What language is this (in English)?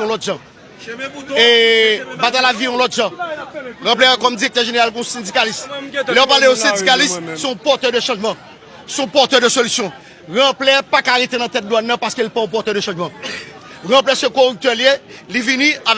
Haitian Creole